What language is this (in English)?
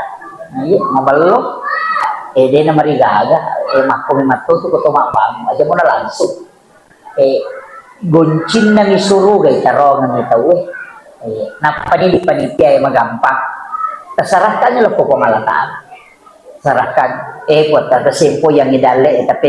Buginese